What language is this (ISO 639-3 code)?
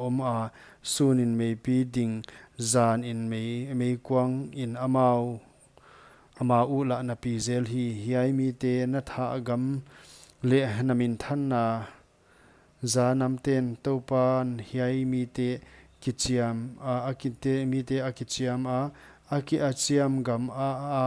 pck